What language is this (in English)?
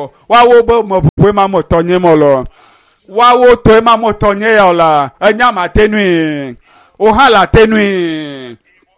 Ewe